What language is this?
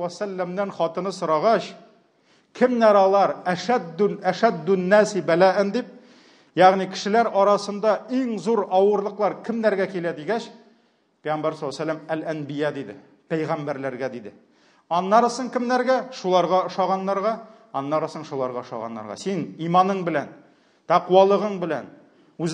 Tatar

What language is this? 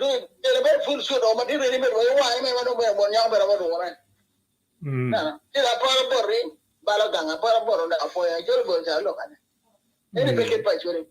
Acoli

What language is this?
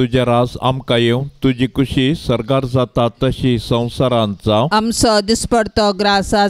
Konkani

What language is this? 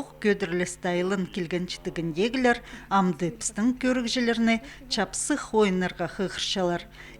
Khakas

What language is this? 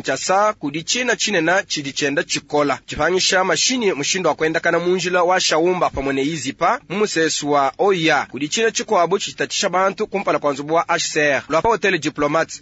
Luba-Lulua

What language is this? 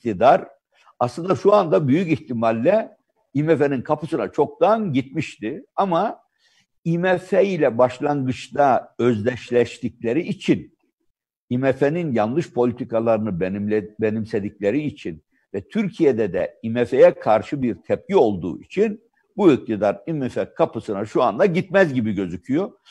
Turkish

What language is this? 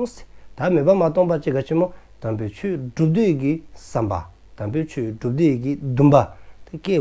Dzongkha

